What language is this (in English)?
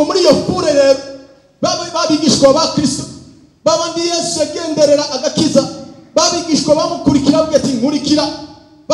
Rundi